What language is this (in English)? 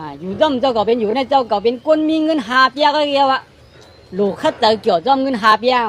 Shan